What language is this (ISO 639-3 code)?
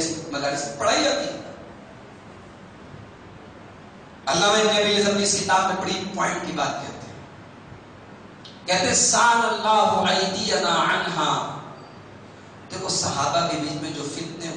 urd